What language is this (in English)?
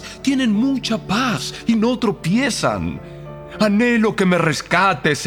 Spanish